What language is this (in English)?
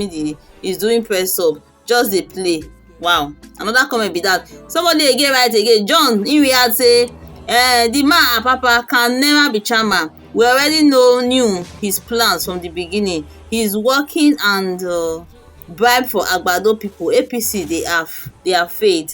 Nigerian Pidgin